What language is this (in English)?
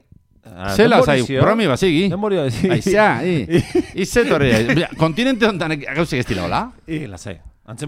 Basque